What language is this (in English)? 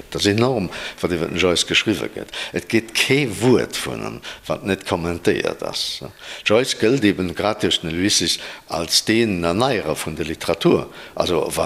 Luxembourgish